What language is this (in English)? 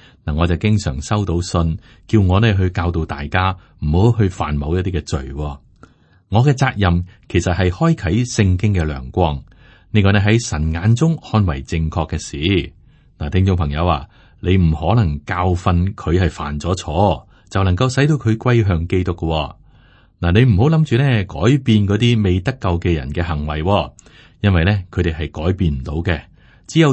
Cantonese